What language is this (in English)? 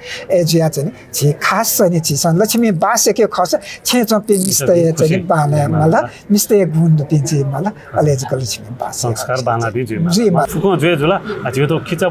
Newari